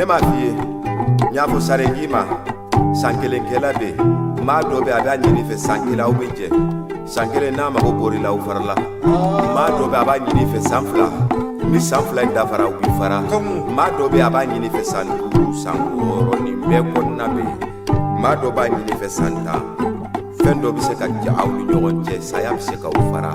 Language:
Bambara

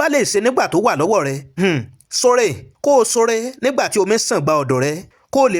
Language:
Yoruba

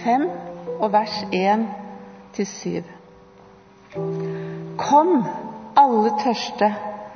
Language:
Norwegian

